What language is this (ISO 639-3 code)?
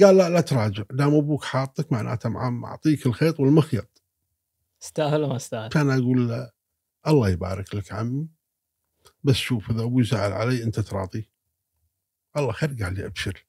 afb